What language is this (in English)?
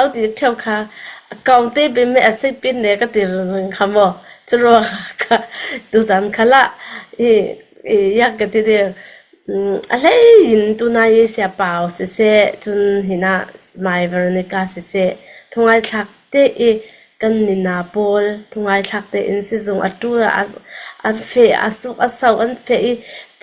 Falam Chin